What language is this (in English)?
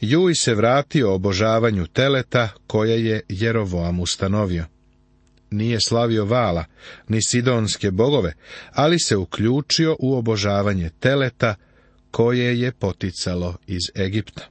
Serbian